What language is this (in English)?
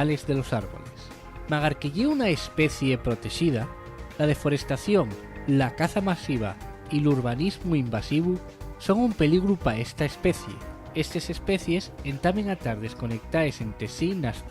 Asturian